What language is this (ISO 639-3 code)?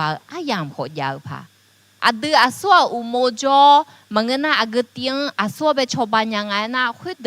ahk